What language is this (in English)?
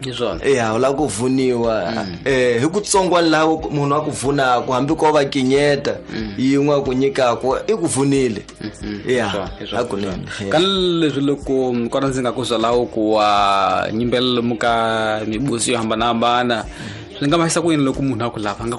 Tsonga